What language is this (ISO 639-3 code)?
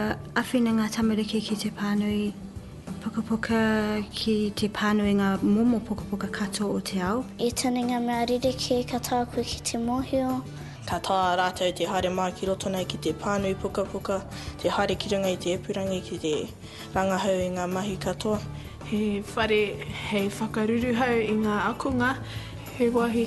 mri